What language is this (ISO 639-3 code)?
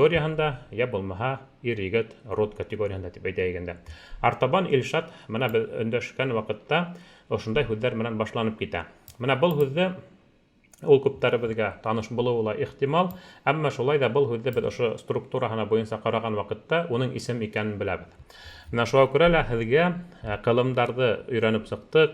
bak